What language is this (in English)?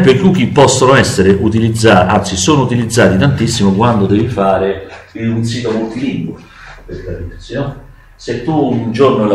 Italian